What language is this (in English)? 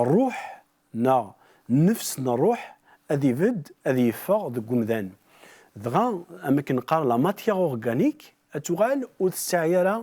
Kabyle